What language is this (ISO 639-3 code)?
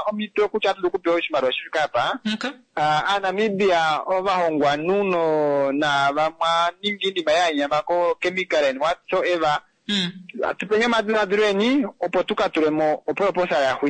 kua